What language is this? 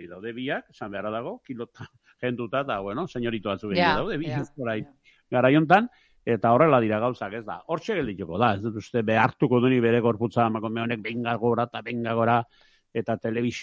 Basque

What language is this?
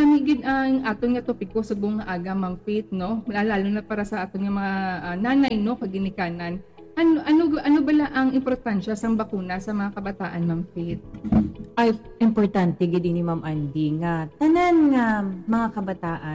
Hiligaynon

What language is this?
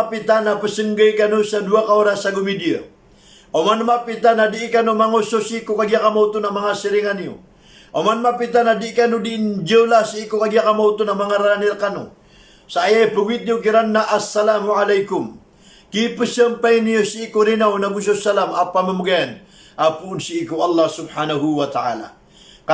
Maranao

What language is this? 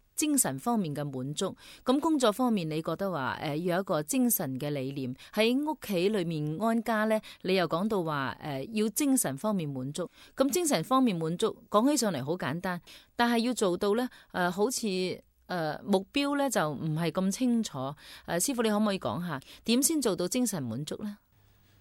Cantonese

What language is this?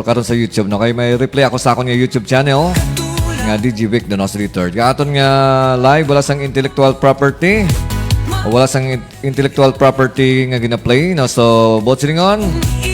Hiligaynon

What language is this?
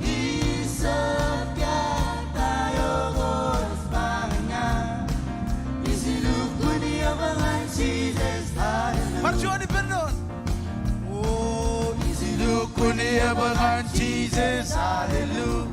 Marshallese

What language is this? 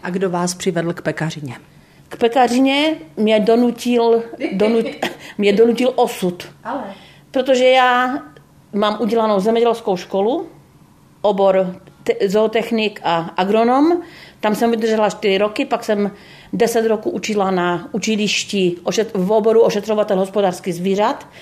Czech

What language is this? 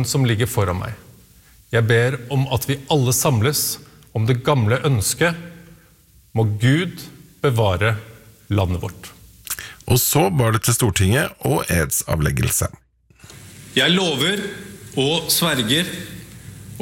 Norwegian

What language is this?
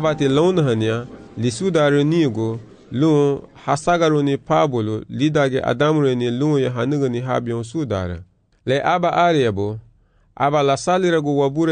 Garifuna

